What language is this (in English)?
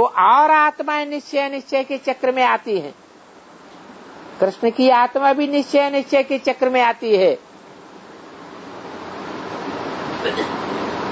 Hindi